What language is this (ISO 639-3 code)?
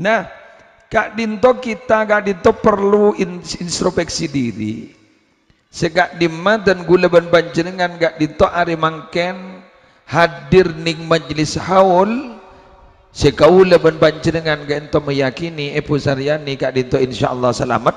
mad